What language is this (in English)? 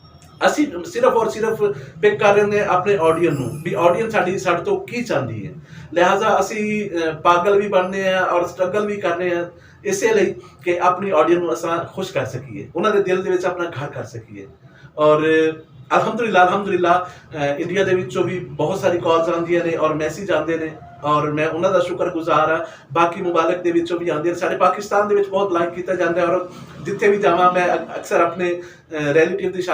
Saraiki